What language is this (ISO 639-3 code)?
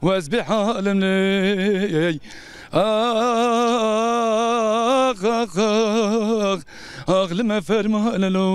zza